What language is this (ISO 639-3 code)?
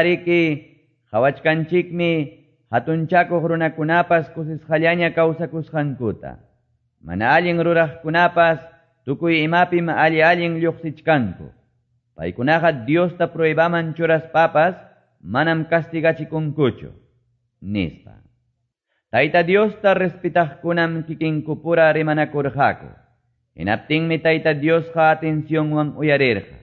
que